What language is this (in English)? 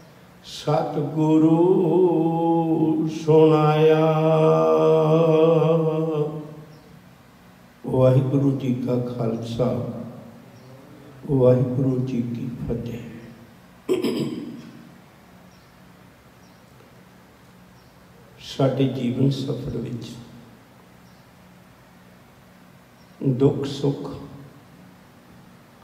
Punjabi